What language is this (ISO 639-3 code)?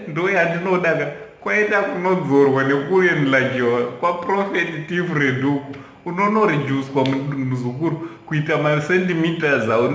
sna